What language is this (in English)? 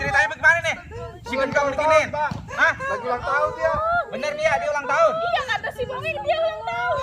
Betawi